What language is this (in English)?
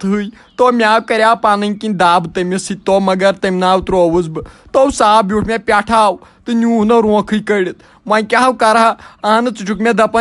Kashmiri